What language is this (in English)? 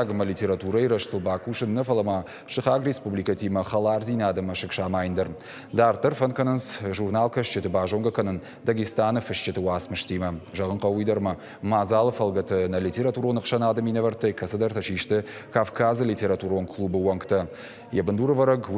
Ossetic